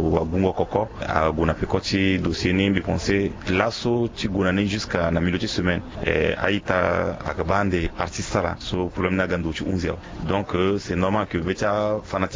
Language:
Sango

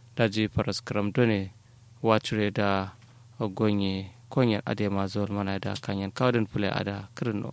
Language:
Kanuri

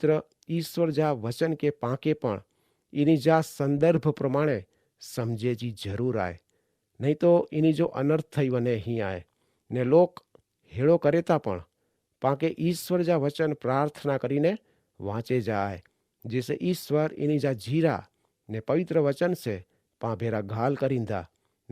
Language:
Kachhi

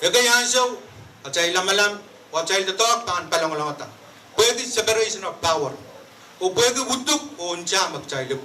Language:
Pohnpeian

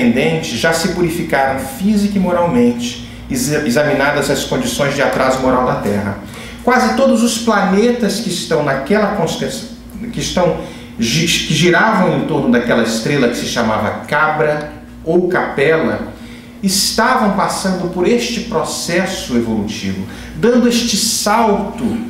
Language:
Portuguese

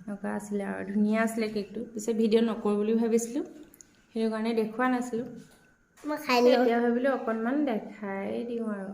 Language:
Assamese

